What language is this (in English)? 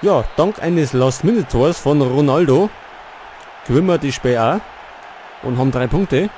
Bavarian